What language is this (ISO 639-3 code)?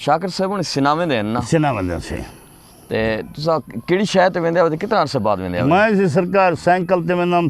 skr